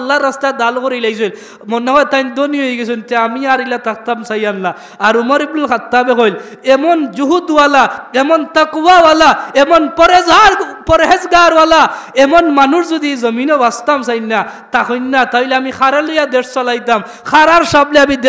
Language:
Sylheti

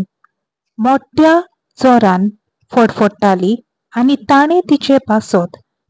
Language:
Konkani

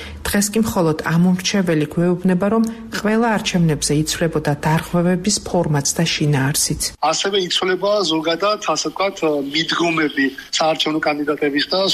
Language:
Georgian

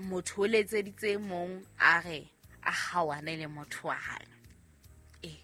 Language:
Southern Sotho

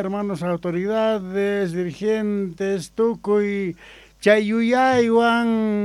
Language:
South Bolivian Quechua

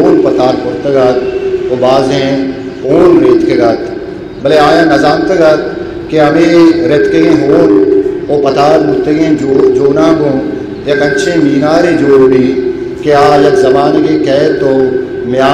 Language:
Eastern Balochi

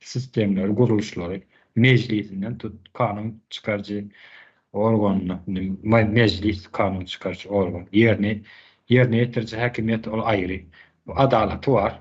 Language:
Turkmen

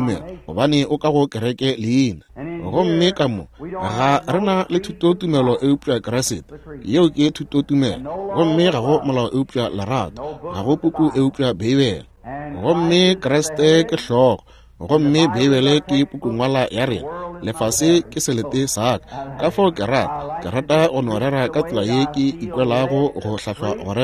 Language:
Northern Sotho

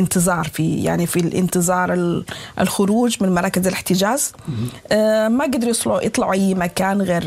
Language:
Sudanese Arabic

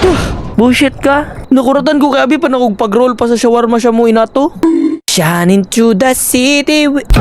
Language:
Cebuano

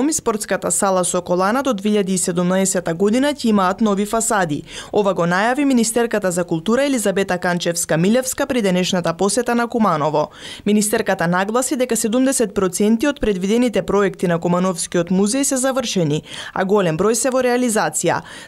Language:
Macedonian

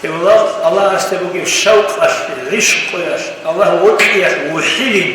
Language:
Avaric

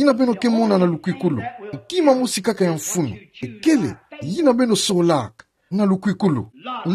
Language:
Kituba (Democratic Republic of Congo)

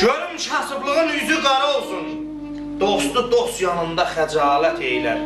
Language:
South Azerbaijani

